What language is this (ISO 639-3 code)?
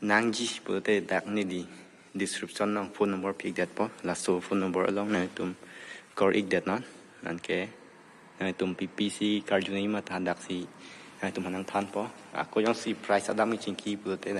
mjw